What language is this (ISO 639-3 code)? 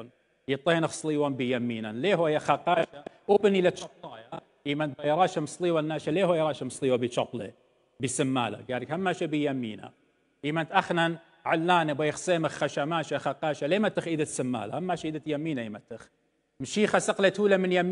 aii